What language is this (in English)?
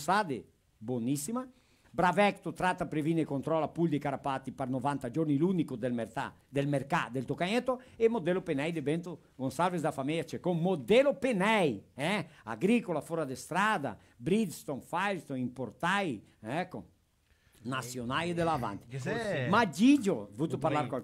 Venetian